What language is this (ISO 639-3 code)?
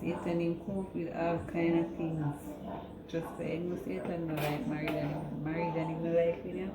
jam